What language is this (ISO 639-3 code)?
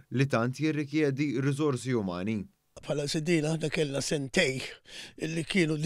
mlt